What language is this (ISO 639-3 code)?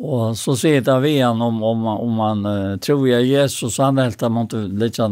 fao